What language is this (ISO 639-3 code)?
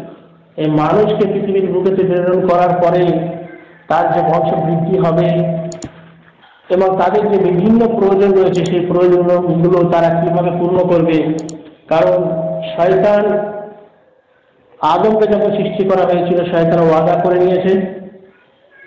ben